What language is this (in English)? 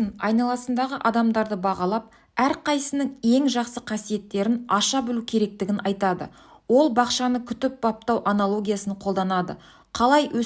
Kazakh